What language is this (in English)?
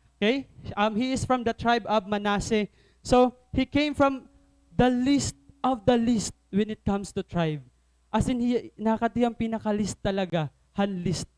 Waray